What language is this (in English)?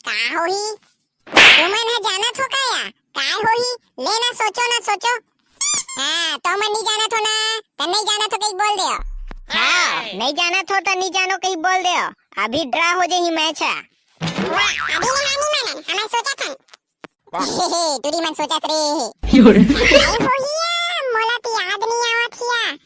Chhattisgarhi